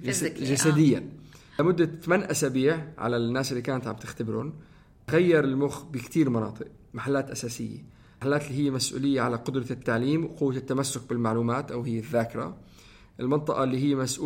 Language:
North Levantine Arabic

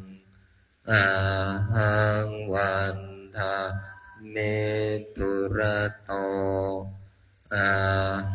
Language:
Pali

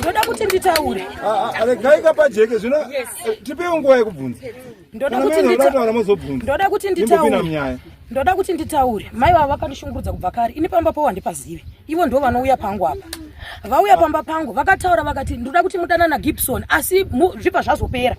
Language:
Shona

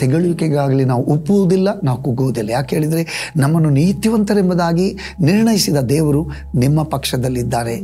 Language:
Kannada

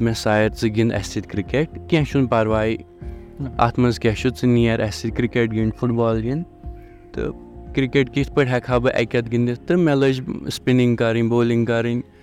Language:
Kashmiri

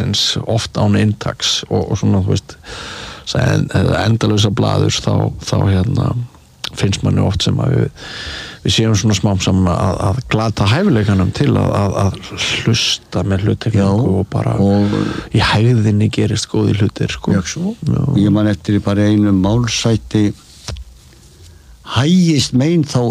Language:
Icelandic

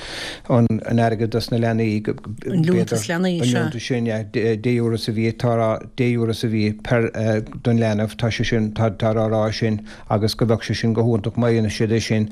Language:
Irish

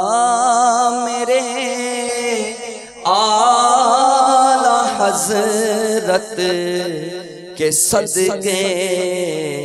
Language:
Urdu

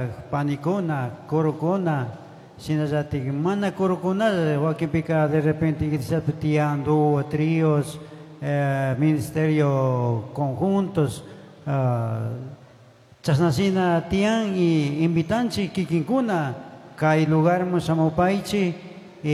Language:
Chimborazo Highland Quichua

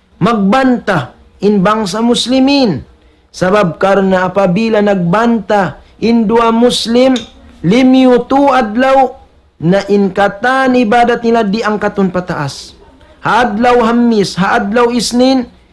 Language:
Tausug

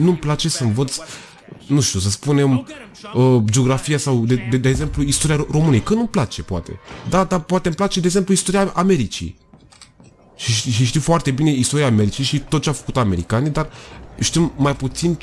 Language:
Romanian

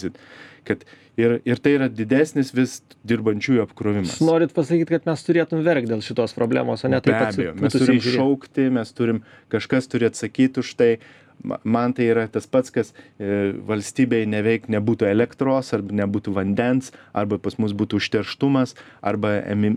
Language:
Lithuanian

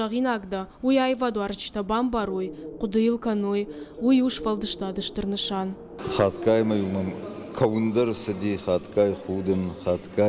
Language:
Ossetic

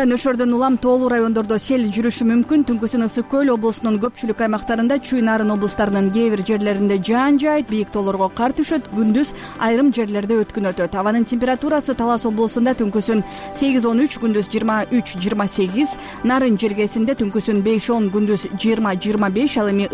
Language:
Kyrgyz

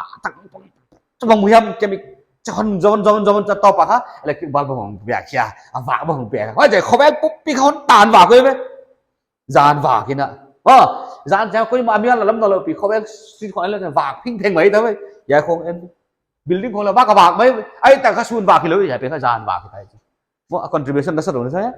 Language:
Paite Chin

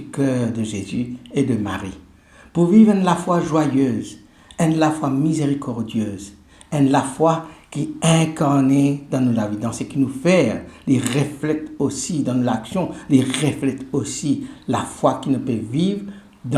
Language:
Morisyen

